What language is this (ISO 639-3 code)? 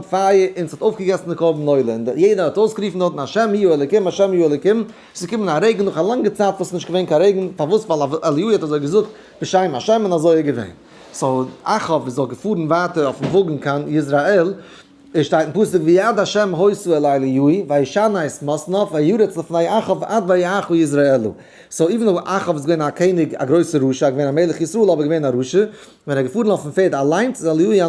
yid